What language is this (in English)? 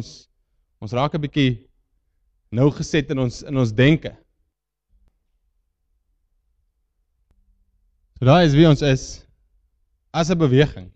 Afrikaans